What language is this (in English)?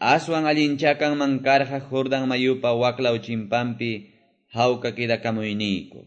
Quechua